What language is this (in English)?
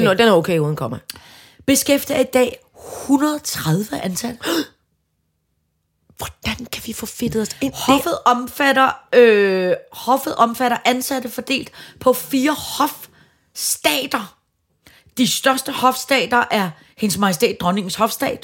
Danish